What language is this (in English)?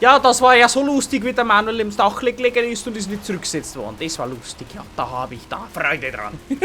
Bavarian